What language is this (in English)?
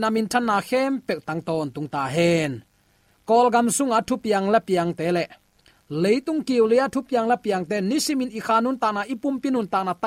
Tedim Chin